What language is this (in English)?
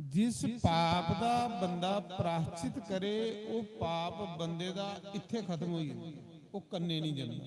Dogri